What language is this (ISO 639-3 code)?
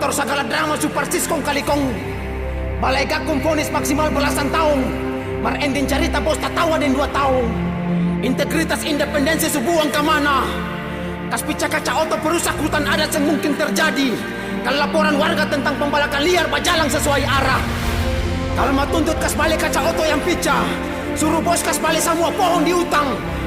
abs